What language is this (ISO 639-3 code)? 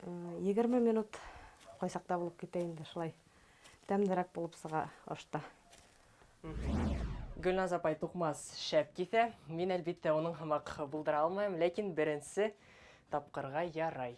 bak